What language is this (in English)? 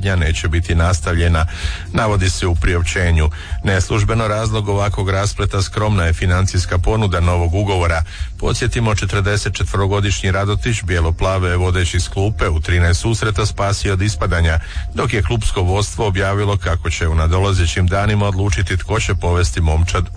Croatian